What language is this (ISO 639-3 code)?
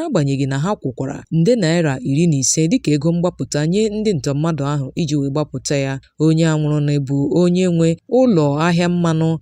ibo